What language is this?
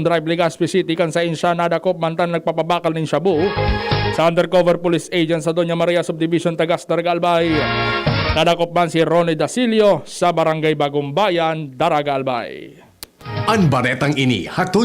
Bikol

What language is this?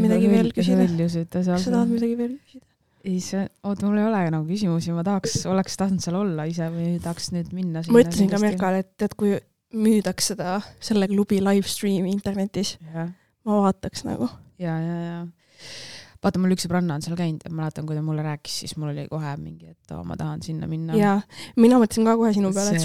Estonian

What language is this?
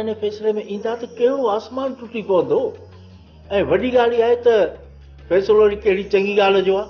Sindhi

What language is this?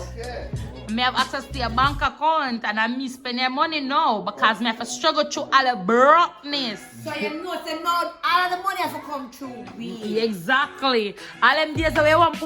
Jamaican Creole English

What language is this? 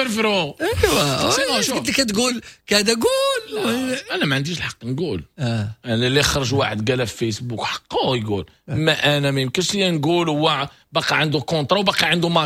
Moroccan Arabic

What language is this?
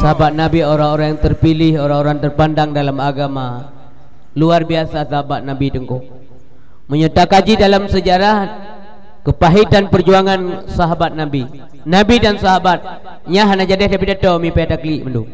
Achinese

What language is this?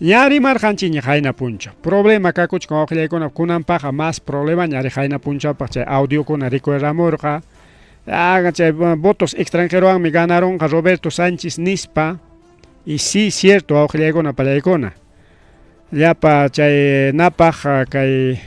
Ayacucho Quechua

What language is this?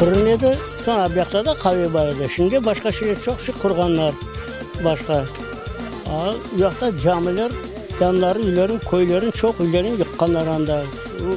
Crimean Tatar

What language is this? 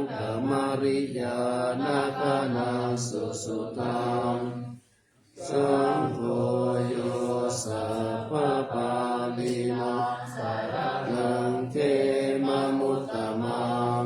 Pali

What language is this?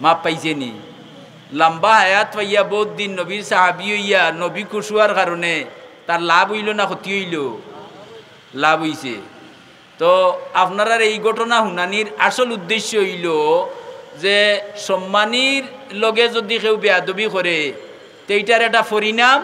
Sylheti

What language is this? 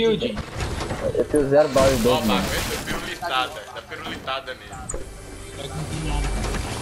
Portuguese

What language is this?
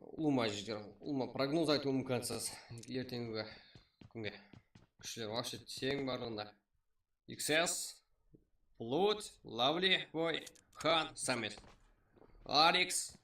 Kara-Kalpak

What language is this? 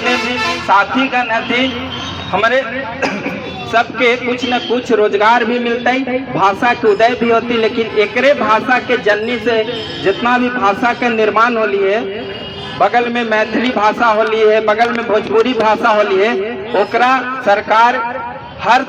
Magahi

